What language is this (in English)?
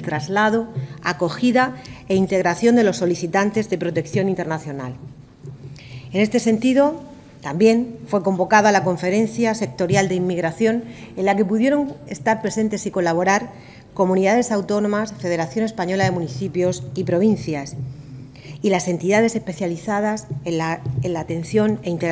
Spanish